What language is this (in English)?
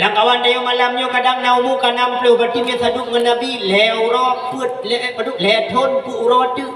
Achinese